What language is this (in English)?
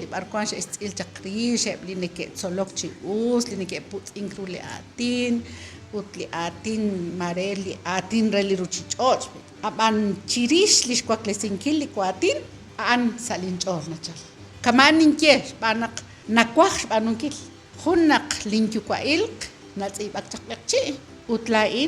Kekchí